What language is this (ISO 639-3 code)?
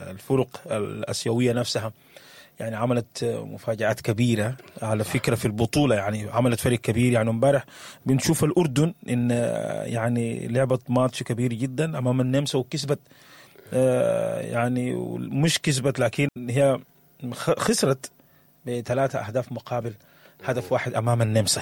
apd